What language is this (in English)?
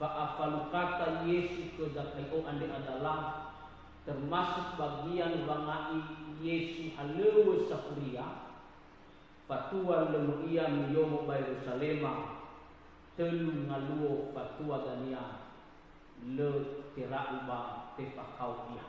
Nias